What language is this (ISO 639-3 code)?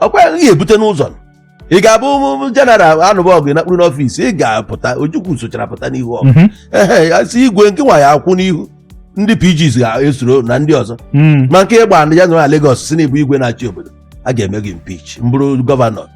ibo